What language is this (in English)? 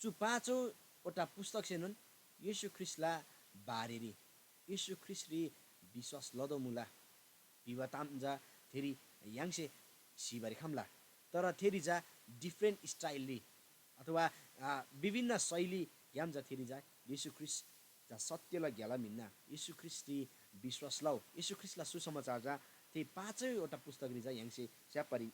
Eastern Tamang